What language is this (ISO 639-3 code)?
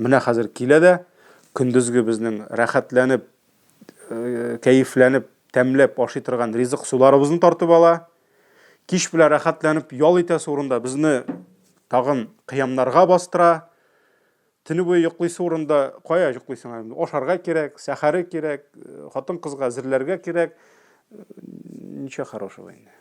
tat